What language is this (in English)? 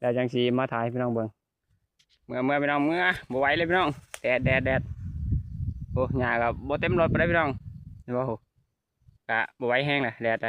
Lao